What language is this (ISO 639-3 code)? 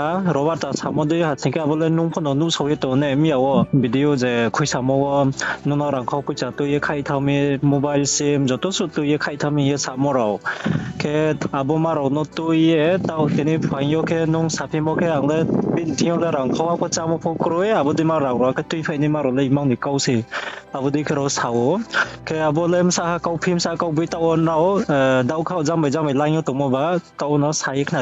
ria